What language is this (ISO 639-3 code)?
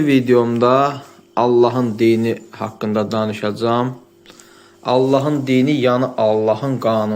aze